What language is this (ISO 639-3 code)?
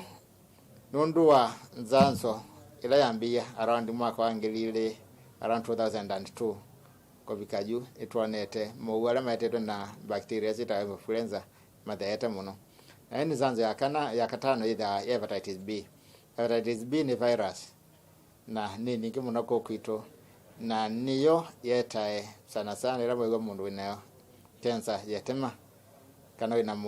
kam